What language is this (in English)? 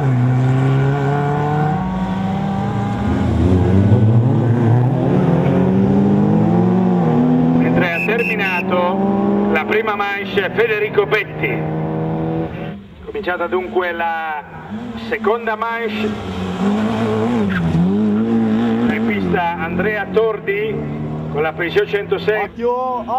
Italian